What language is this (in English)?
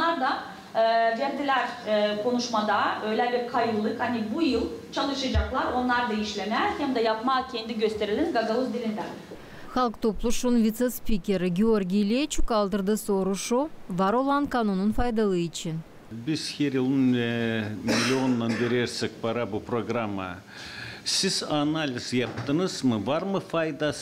Gagauz